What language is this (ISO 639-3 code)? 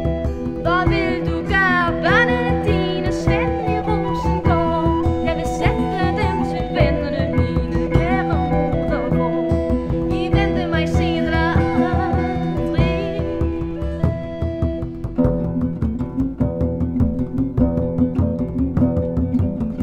dan